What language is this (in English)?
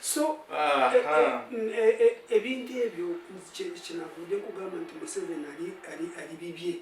Ganda